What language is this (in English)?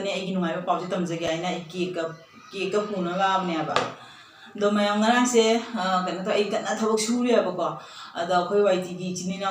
Manipuri